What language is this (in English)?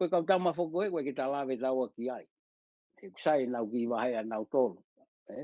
Tongan